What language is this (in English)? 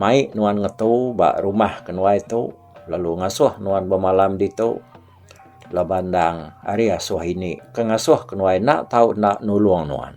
Iban